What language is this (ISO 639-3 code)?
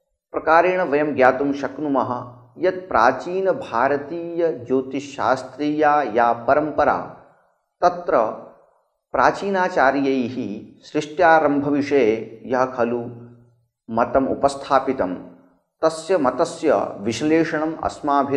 san